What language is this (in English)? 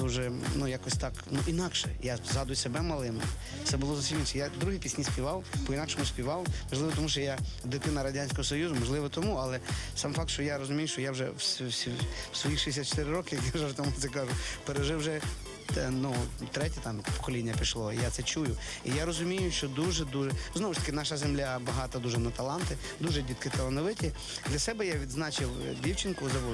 Ukrainian